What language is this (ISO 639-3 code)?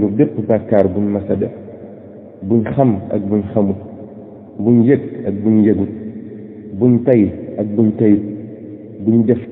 wol